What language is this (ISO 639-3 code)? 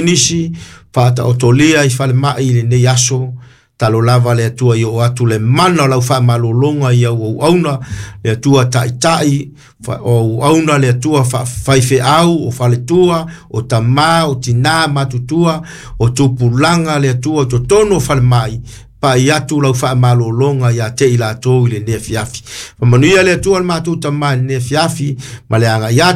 smo